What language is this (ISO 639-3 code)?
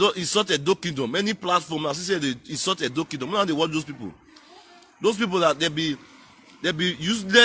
pcm